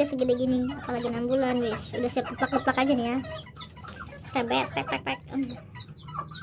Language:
Indonesian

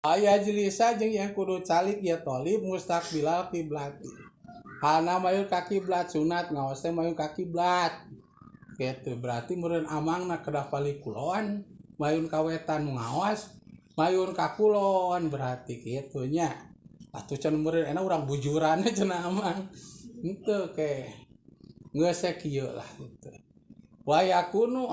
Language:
Sundanese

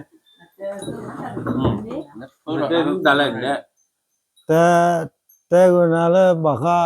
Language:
S'gaw Karen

